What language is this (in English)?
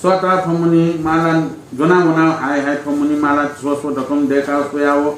Newari